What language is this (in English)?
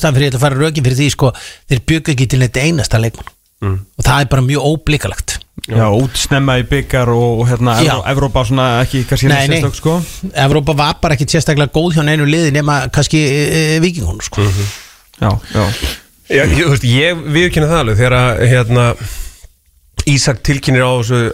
Icelandic